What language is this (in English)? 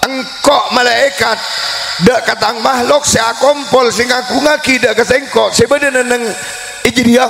Madurese